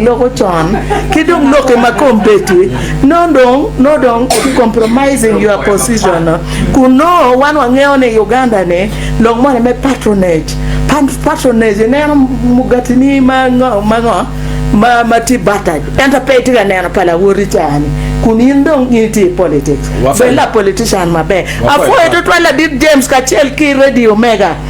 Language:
Acoli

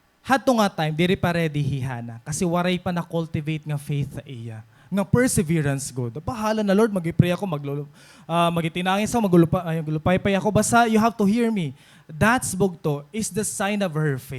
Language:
Waray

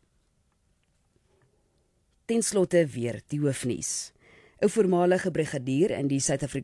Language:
Afrikaans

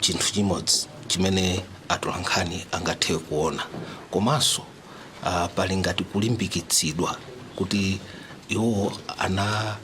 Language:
Nyanja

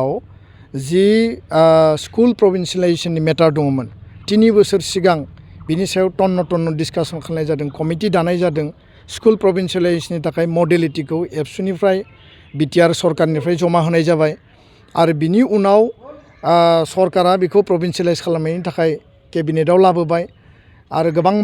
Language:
Bodo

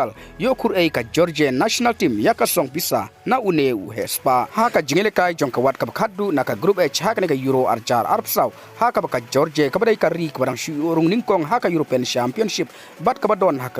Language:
Khasi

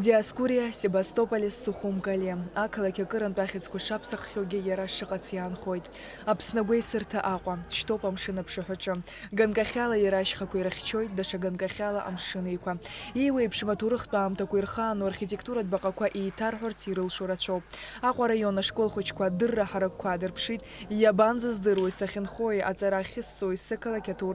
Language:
Abkhazian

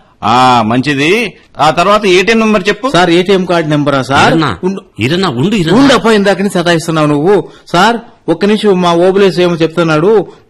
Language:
Telugu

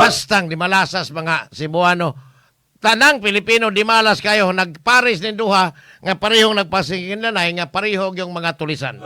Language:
Cebuano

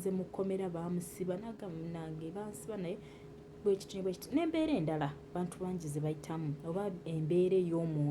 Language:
Ganda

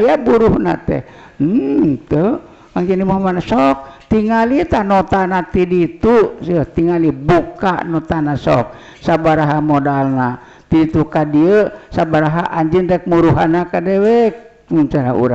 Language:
Sundanese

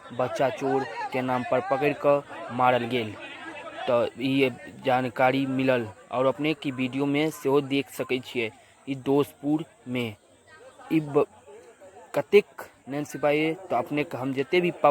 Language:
Maithili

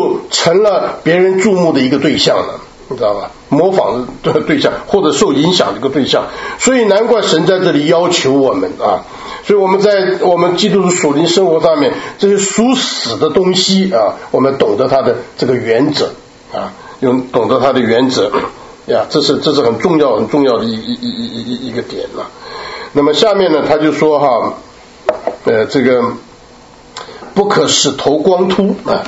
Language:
Chinese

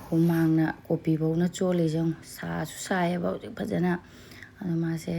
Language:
Manipuri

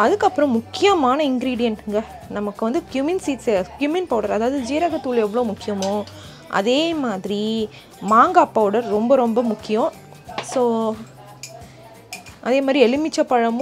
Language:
Tamil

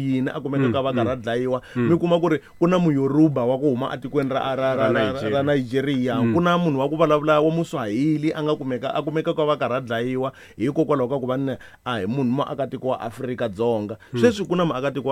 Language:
Tsonga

